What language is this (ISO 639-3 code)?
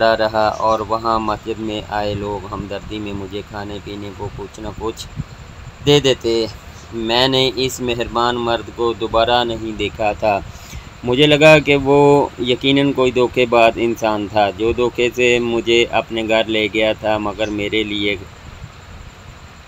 urd